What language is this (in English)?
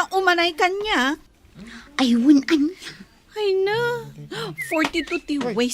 Iloko